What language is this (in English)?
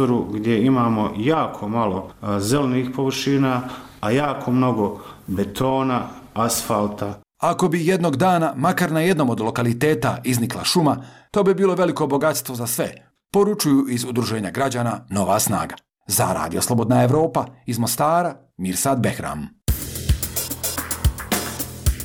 Bosnian